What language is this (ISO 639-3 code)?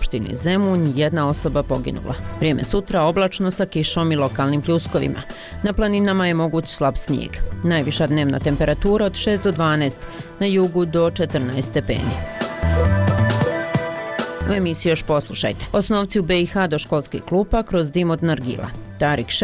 bos